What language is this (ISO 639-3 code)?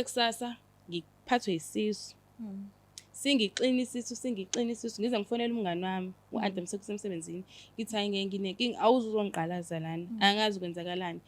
zul